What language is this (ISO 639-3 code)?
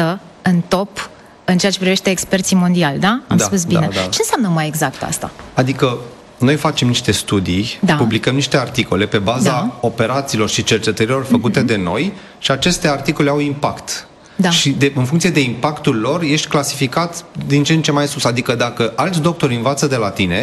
ron